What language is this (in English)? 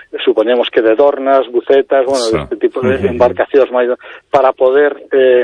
Galician